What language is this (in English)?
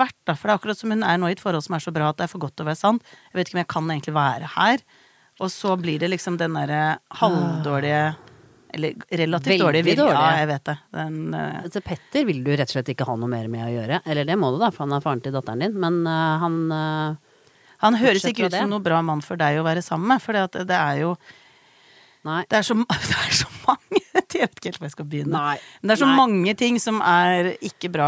Norwegian